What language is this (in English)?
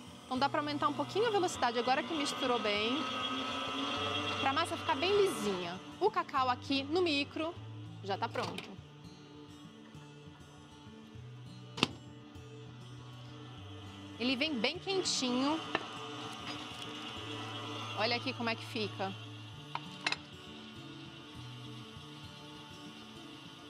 Portuguese